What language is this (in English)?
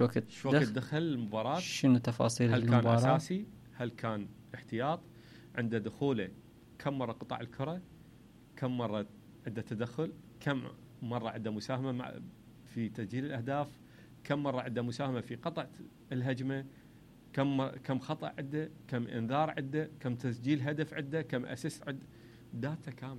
Mesopotamian Arabic